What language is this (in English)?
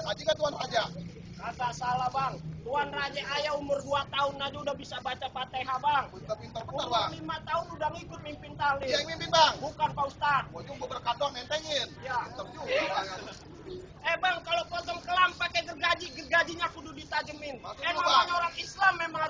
Betawi